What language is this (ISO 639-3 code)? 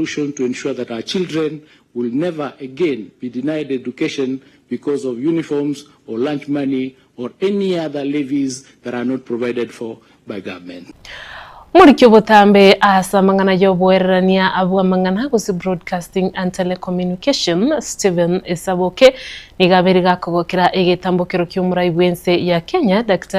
guz